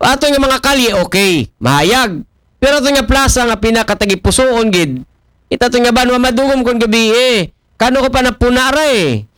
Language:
Aklanon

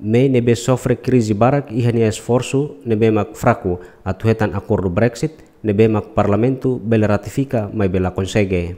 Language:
Tetum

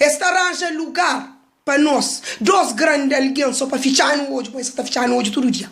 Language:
Kabuverdianu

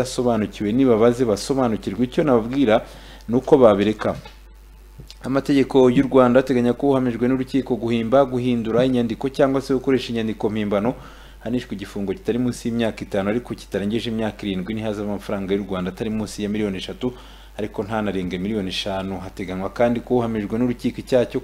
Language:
Kinyarwanda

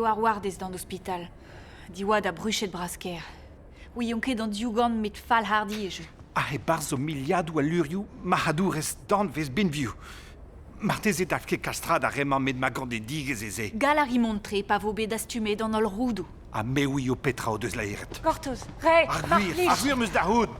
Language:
Breton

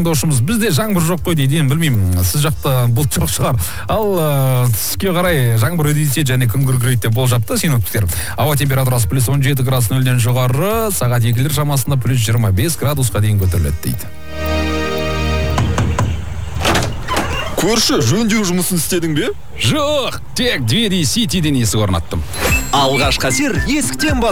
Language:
Kazakh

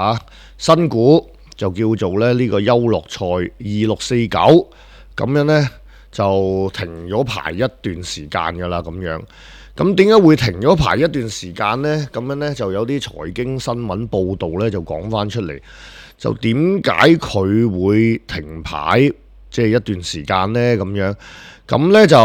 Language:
Cantonese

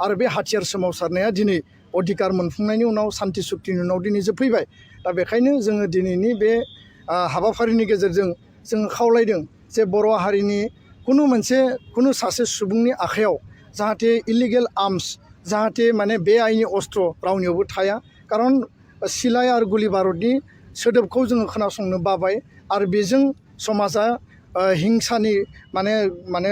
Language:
Bodo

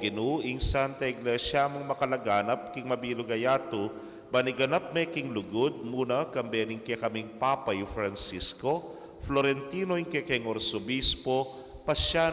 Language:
Pampanga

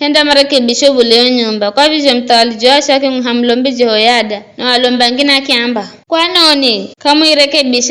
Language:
Giryama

